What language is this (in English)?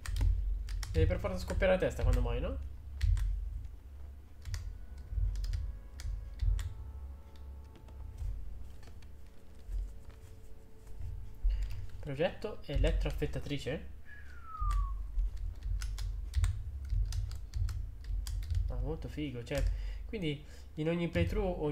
Italian